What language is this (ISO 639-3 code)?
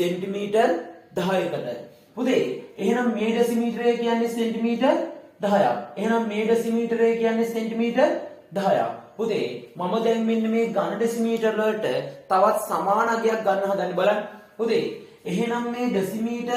sin